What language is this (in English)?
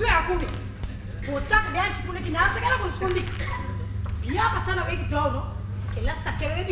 Papiamento